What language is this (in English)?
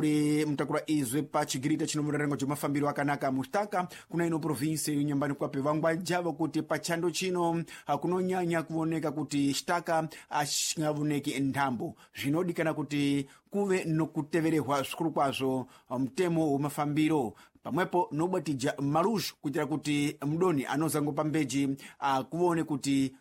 Sena